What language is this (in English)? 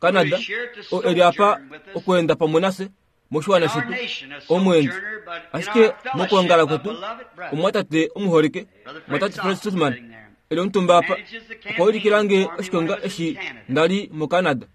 Kuanyama